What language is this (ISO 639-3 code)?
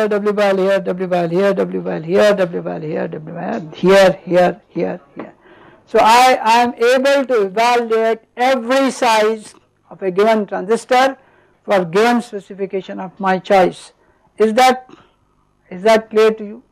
eng